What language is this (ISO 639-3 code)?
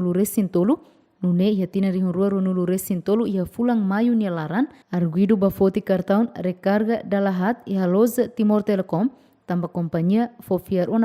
tet